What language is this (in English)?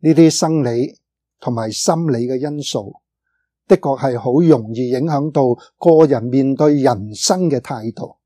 Cantonese